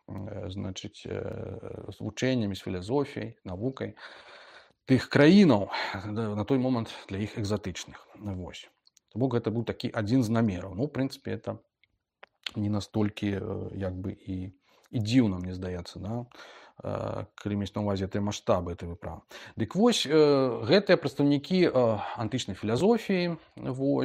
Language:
Belarusian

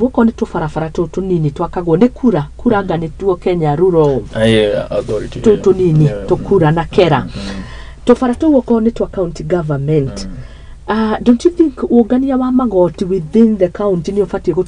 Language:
Kikuyu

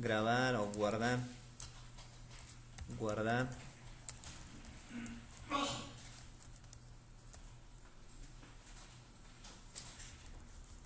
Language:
Spanish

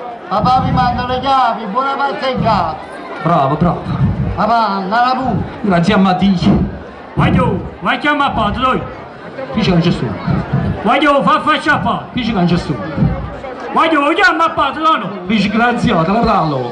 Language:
Neapolitan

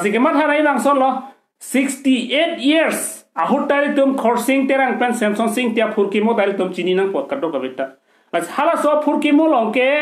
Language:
Karbi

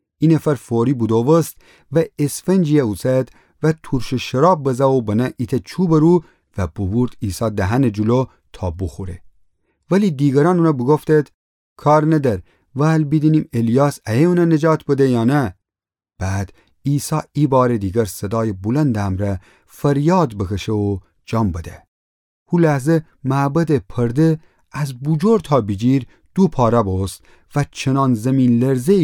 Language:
Gilaki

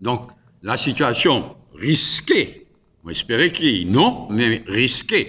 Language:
Morisyen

